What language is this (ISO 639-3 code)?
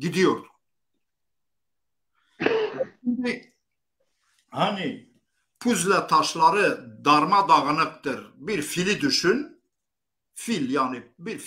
tur